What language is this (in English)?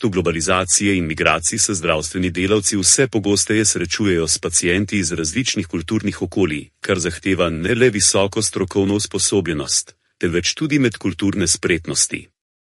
Slovenian